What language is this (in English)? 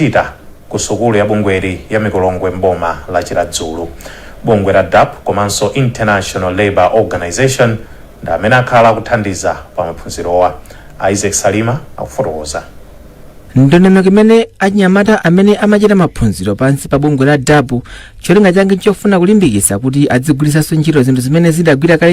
Nyanja